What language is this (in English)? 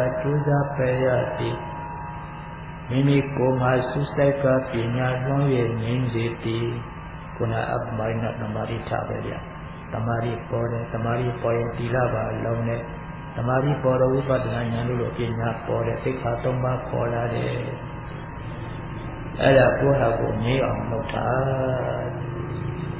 Burmese